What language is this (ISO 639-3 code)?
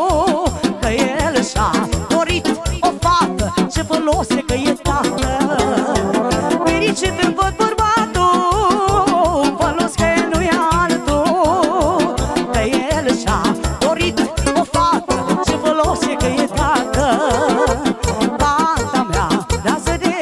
ron